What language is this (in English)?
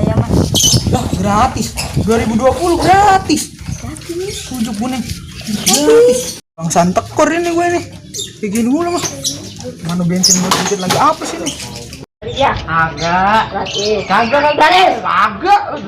Betawi